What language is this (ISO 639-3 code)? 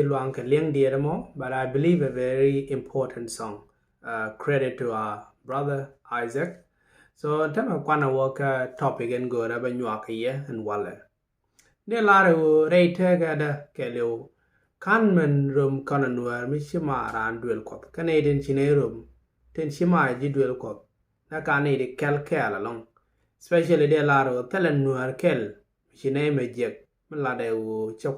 nus